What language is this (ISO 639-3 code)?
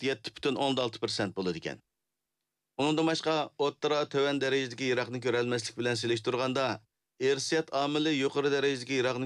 uig